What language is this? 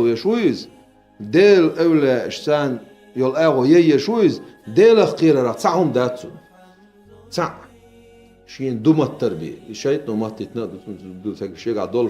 Chechen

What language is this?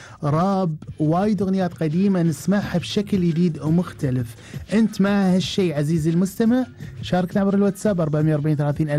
Gulf Arabic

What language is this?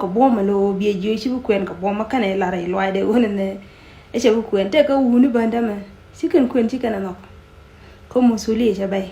Nuer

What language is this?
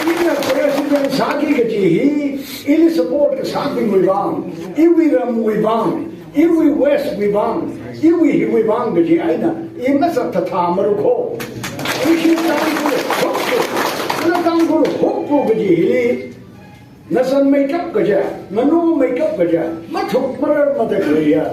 Tangkhul Naga (India)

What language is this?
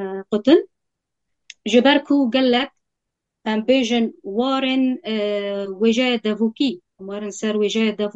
Kurdish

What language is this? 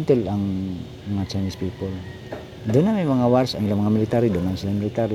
Cebuano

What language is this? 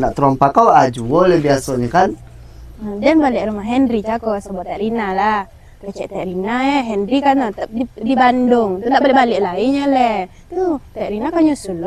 Minangkabau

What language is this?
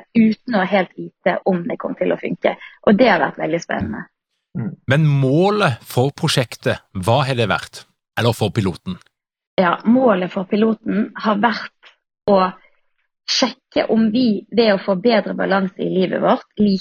Norwegian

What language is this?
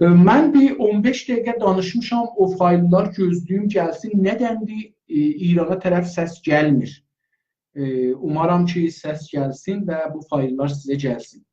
South Azerbaijani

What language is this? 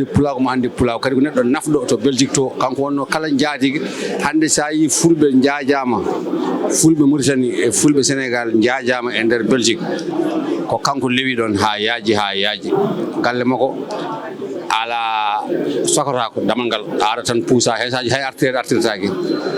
Fula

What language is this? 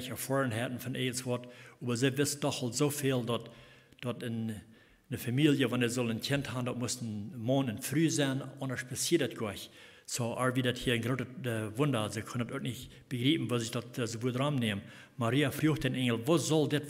Plautdietsch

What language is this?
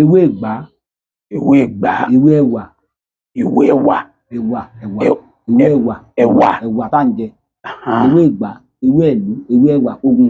Yoruba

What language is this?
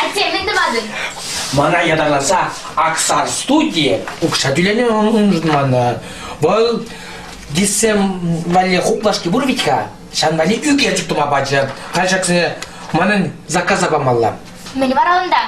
Chuvash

